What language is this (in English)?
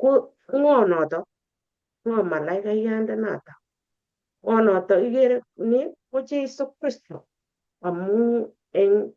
Kalenjin